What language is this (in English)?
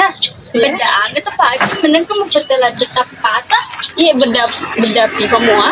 Buginese